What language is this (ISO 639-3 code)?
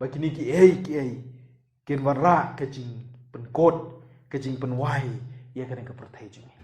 kha